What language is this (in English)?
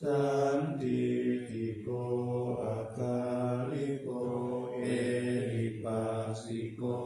Pali